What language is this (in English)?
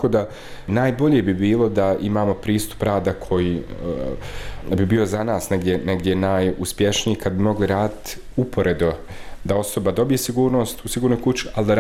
Bosnian